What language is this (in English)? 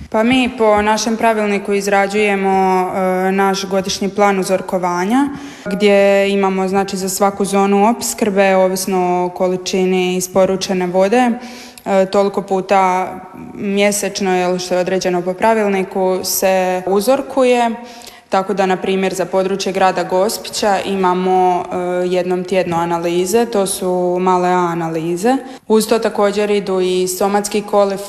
Croatian